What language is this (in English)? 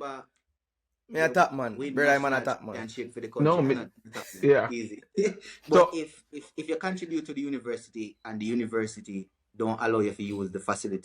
Jamaican Creole English